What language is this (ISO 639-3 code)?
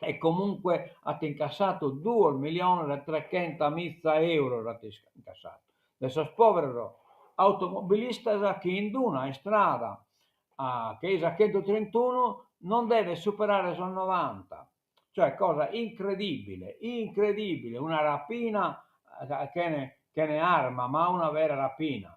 srd